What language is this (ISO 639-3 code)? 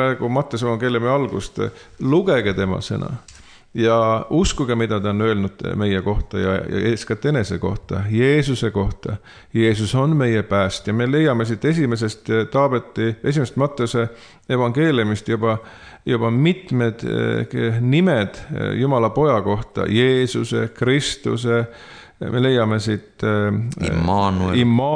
est